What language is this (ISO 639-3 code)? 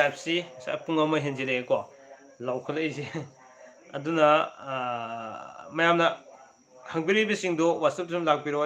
mni